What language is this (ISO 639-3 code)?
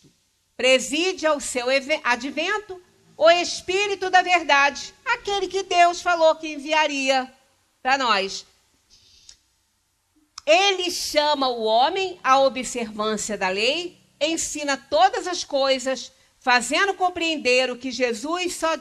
por